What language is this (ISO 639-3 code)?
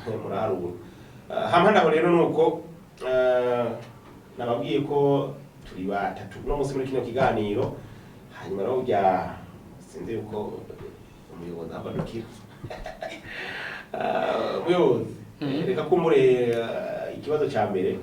run